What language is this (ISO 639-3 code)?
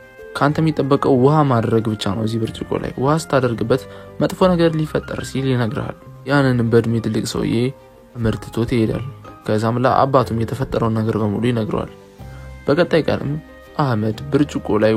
amh